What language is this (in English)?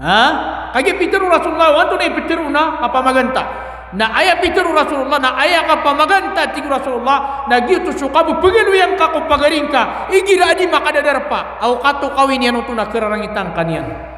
Maranao